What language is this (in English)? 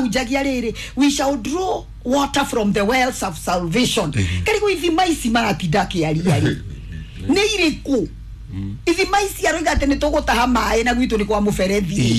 Kikuyu